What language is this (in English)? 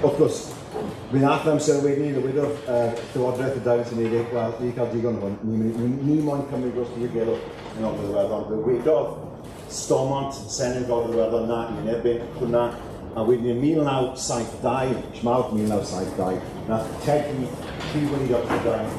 Welsh